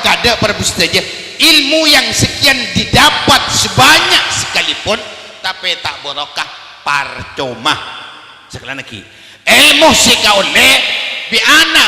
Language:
Madurese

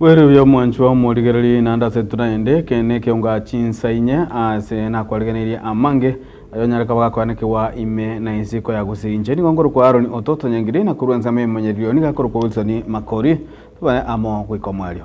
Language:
Gusii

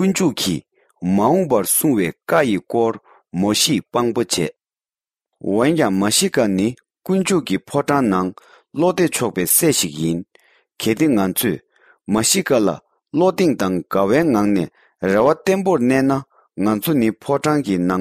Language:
Tibetan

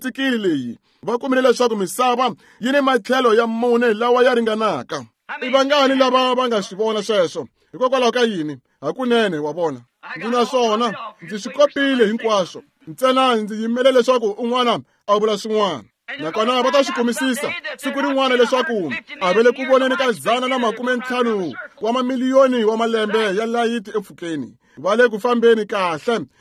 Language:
Tsonga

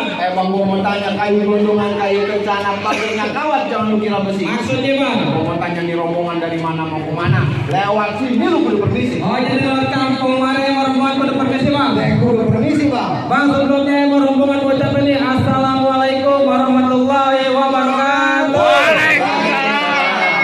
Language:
Betawi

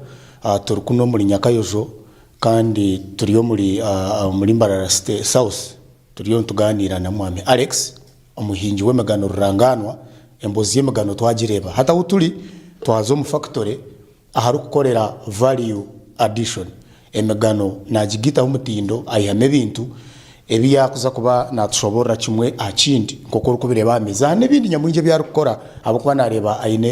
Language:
Nyankole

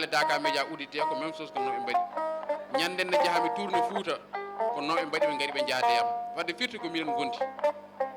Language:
Fula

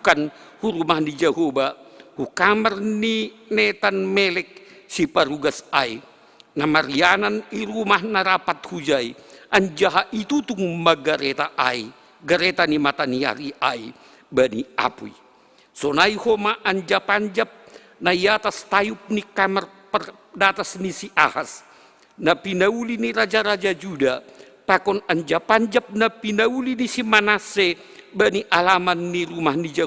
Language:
Batak Simalungun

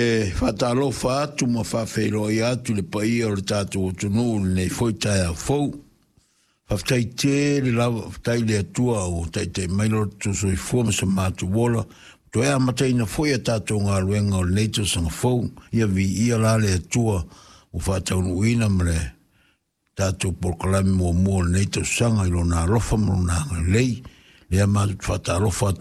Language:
Samoan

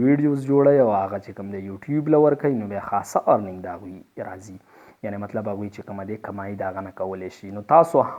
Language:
Pashto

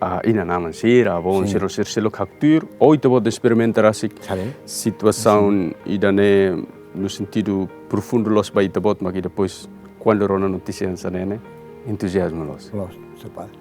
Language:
Tetum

